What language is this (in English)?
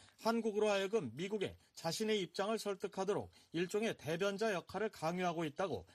Korean